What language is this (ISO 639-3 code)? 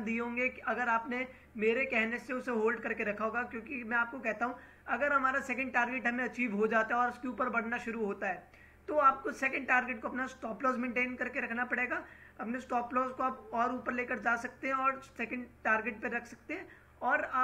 hin